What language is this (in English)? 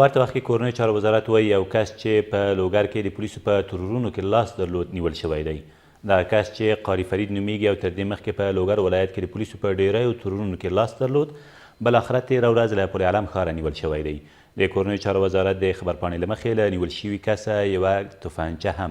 Pashto